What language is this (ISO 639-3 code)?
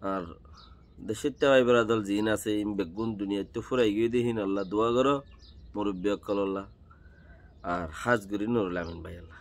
rhg